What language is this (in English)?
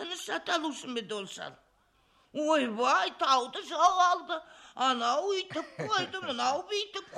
Kazakh